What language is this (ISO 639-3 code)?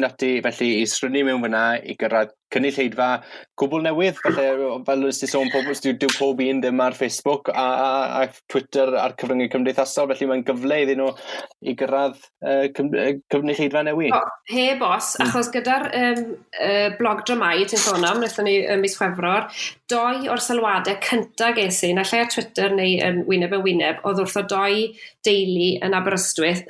cym